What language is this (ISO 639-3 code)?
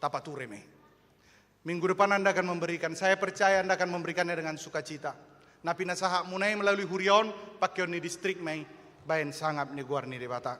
bbc